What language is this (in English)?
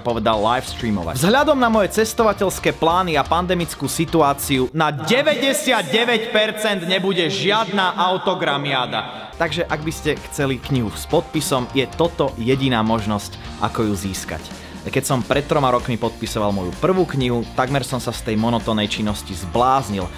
Slovak